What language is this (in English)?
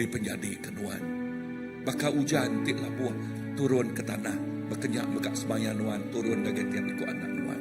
Iban